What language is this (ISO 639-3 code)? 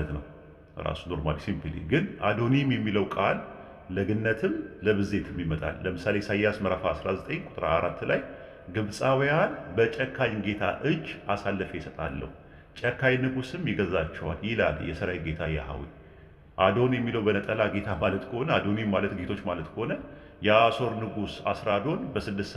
amh